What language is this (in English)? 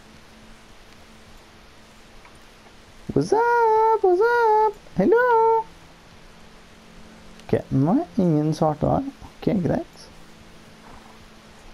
Norwegian